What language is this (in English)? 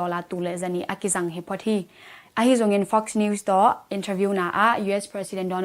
Tedim Chin